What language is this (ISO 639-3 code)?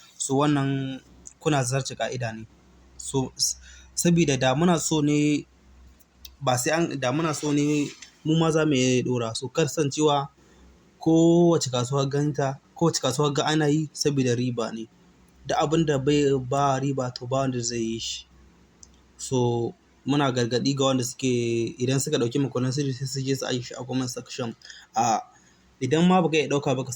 hau